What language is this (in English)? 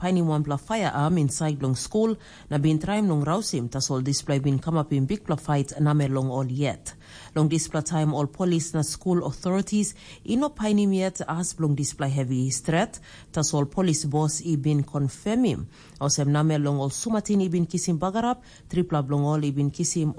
Tok Pisin